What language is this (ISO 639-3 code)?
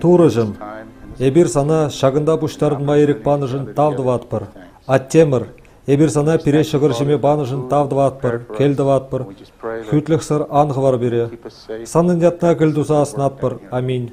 chv